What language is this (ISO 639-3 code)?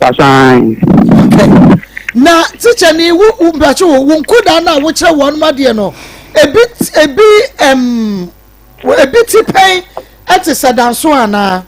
aka